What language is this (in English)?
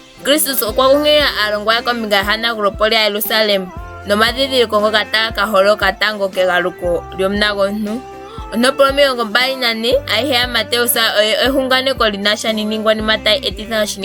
Ndonga